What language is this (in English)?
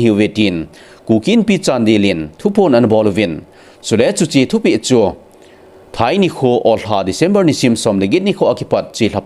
Thado Chin